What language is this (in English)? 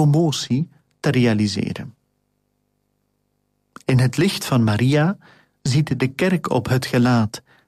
Dutch